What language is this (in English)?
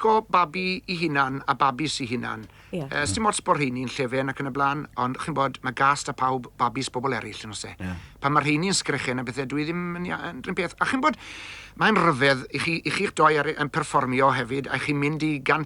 Welsh